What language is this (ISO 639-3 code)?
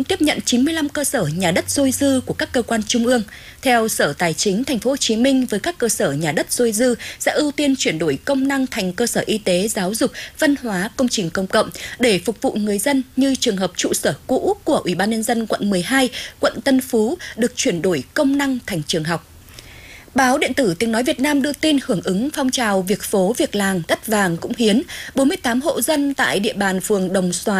vie